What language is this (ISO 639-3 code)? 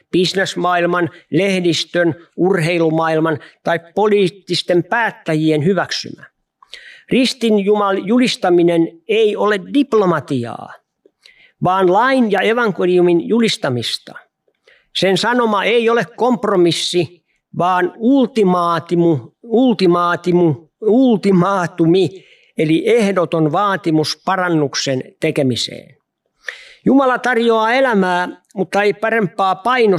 fin